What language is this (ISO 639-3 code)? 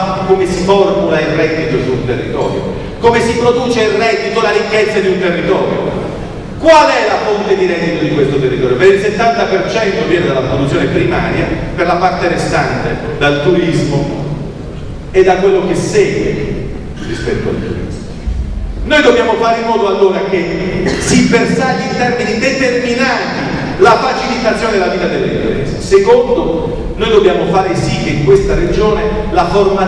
ita